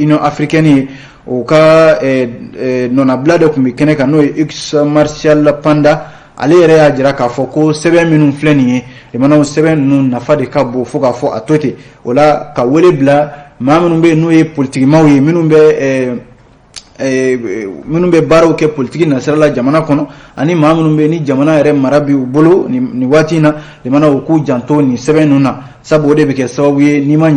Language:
Bambara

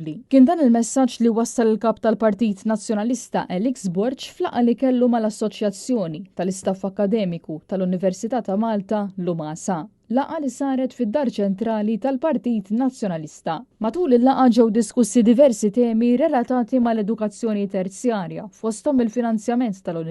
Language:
Maltese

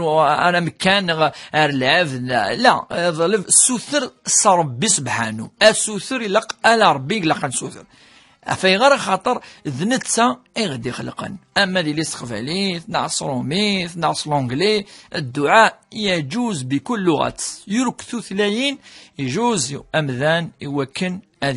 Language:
Kabyle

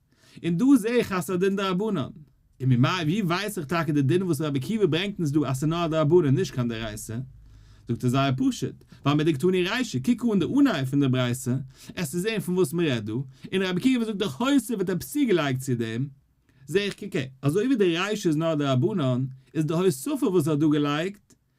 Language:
Yiddish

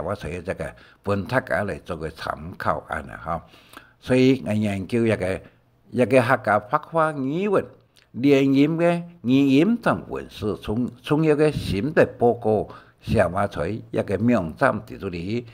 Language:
Hakka Chinese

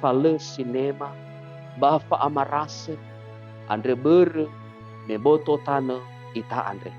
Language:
Nias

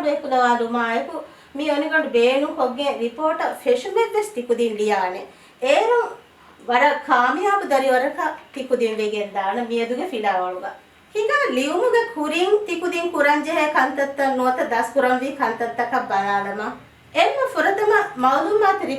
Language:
Divehi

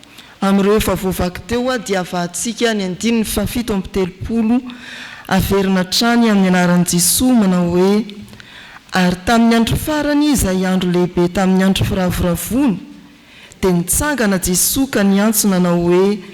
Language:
Malagasy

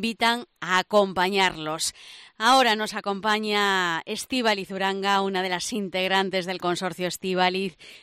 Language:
Spanish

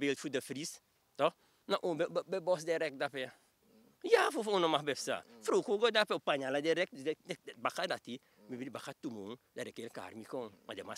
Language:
Sranan Tongo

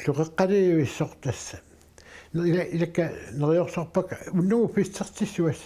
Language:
Kalaallisut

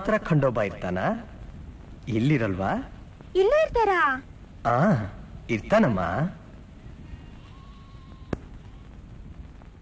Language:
Kannada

